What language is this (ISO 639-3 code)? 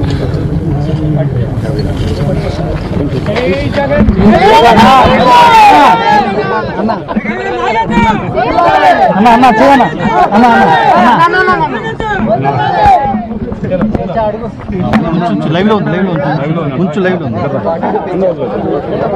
tel